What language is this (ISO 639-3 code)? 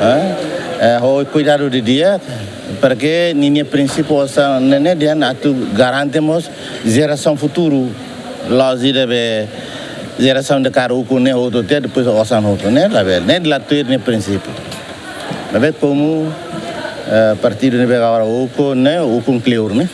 tet